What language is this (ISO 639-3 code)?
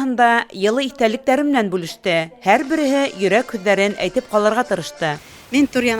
bak